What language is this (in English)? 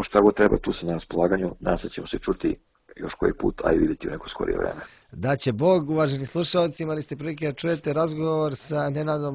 Serbian